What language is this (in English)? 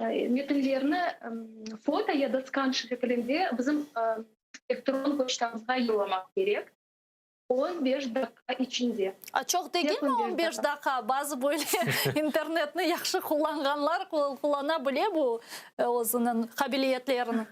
Crimean Tatar